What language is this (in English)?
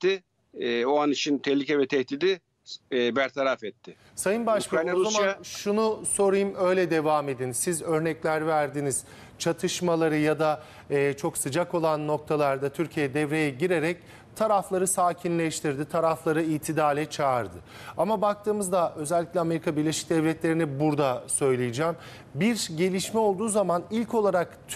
Turkish